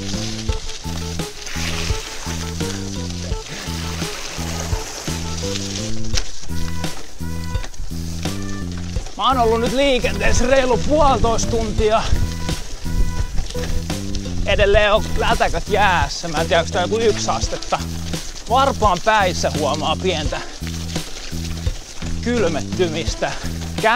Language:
Finnish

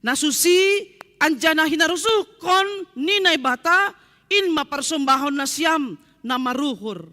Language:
Batak Simalungun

